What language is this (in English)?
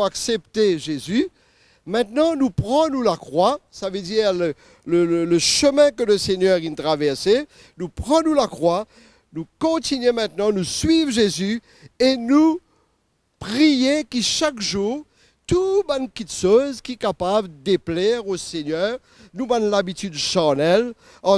Morisyen